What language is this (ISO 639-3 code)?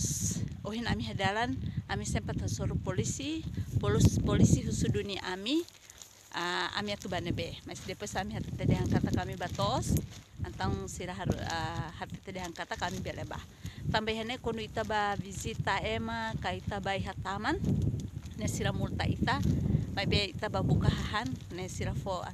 tet